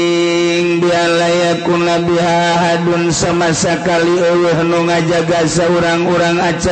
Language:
Sundanese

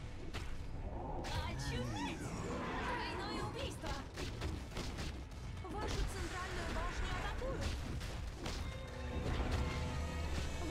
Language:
Russian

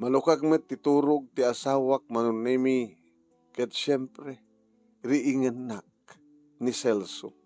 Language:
Iloko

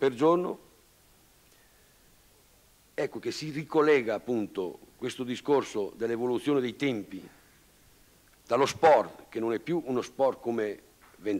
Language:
Italian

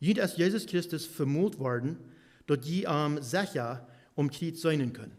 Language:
Plautdietsch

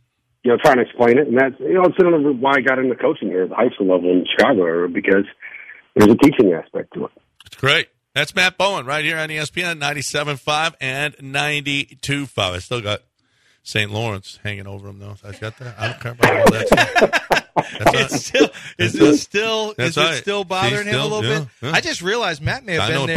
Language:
English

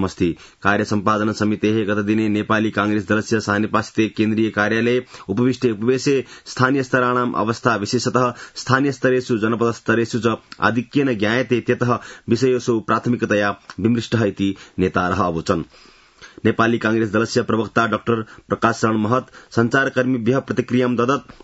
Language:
Sanskrit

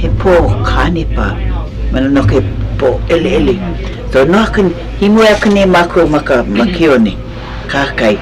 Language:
Hawaiian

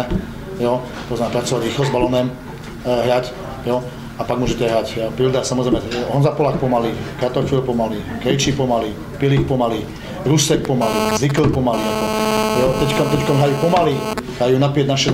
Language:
Slovak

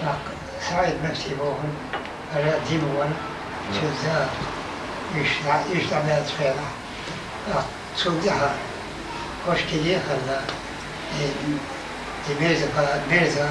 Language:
Chechen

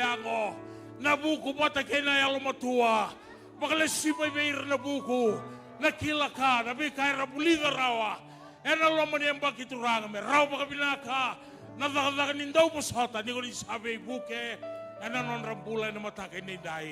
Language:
Fijian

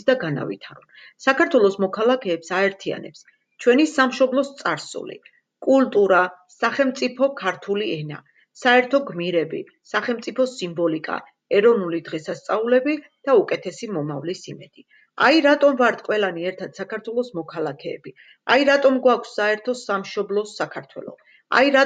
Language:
Georgian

